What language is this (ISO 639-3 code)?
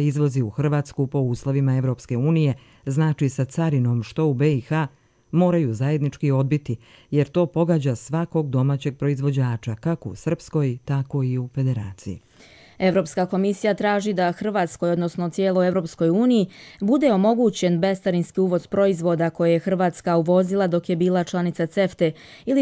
bos